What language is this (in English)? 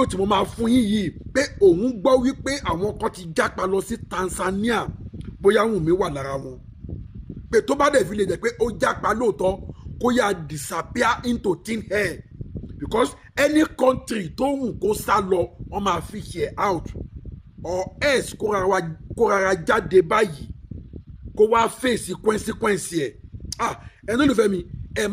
Yoruba